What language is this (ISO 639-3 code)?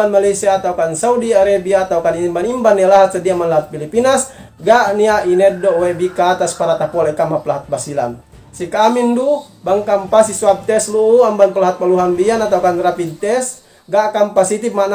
yka